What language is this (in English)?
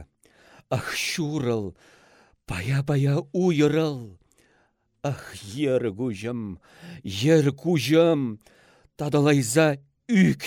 Chuvash